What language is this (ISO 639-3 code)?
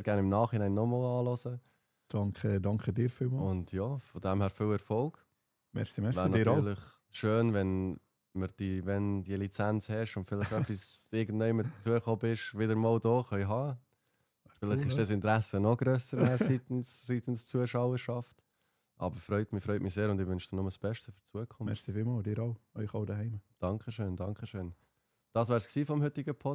gsw